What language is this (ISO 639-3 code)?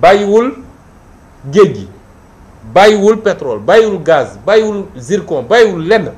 wol